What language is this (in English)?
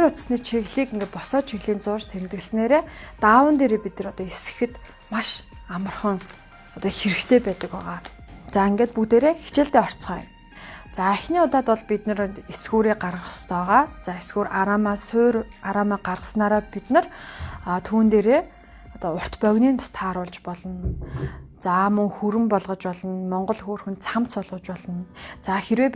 Mongolian